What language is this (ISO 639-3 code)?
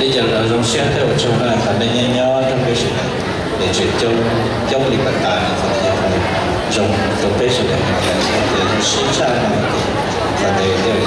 hmn